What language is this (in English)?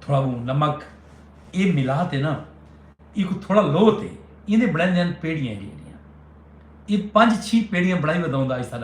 Saraiki